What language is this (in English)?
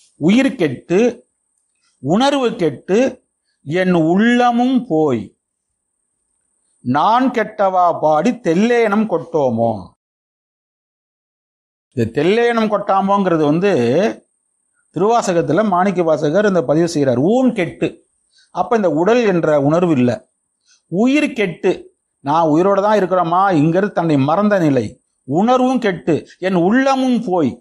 Tamil